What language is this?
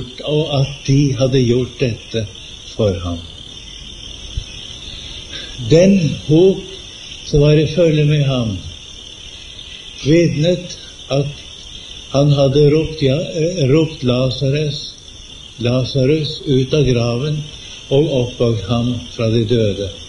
Norwegian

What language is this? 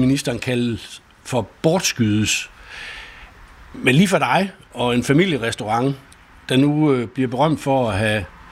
Danish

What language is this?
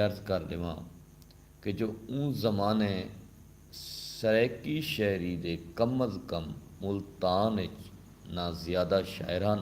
Saraiki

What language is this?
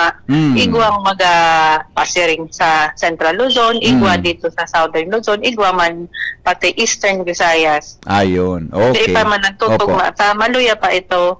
Bikol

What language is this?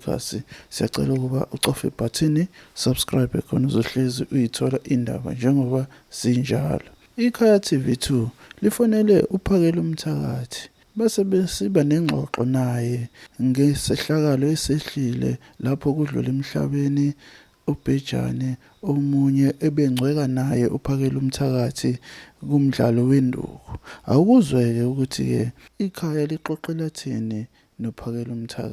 Zulu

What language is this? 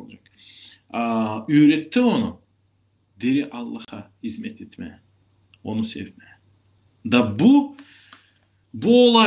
Gagauz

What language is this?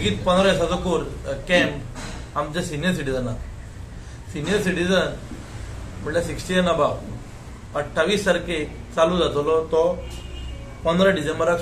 Konkani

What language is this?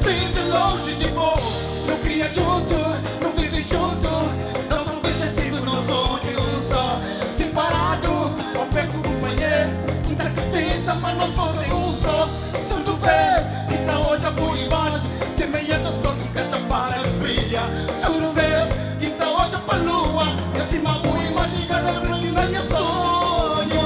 Kabuverdianu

